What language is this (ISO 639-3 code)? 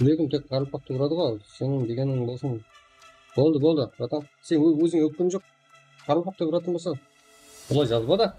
kaa